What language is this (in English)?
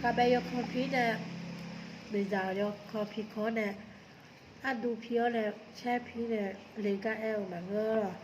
Akha